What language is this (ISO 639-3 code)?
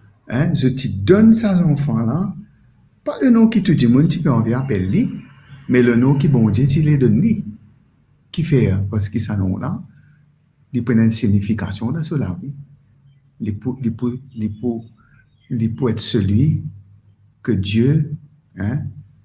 mfe